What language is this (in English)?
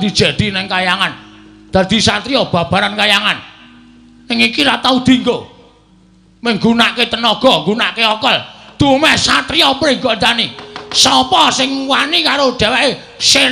Javanese